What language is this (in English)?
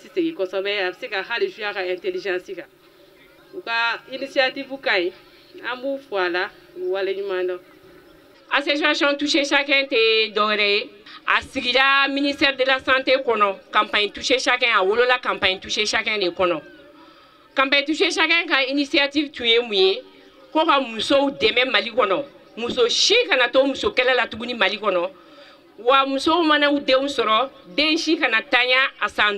Bambara